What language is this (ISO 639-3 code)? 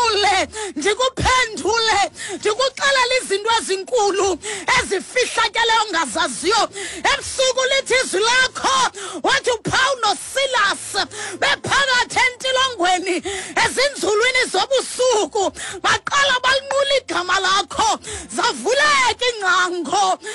xho